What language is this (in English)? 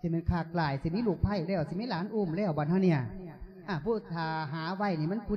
Lao